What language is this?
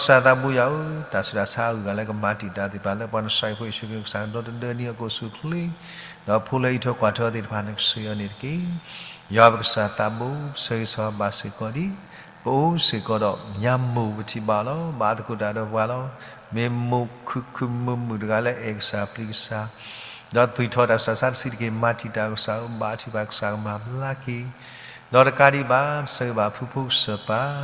S'gaw Karen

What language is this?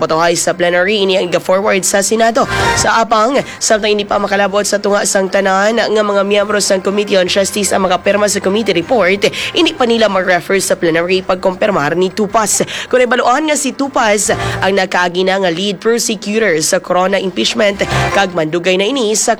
Hiligaynon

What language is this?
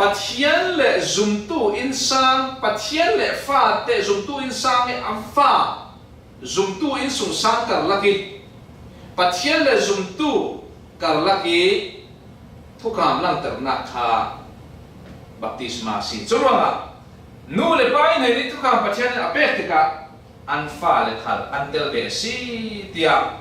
Falam Chin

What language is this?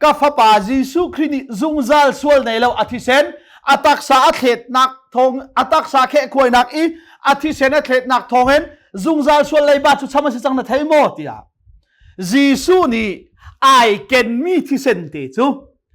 Hakha Chin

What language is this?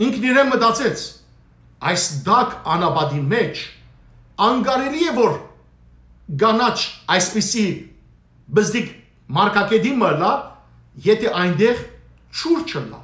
Western Armenian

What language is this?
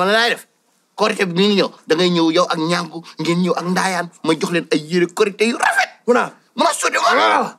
Wolof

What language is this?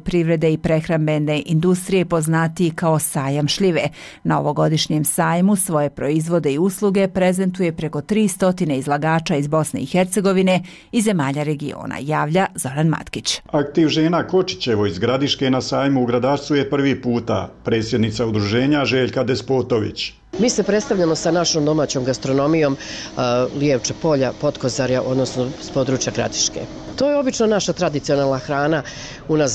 Bosnian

